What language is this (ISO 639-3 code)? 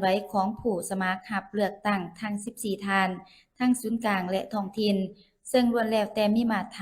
lao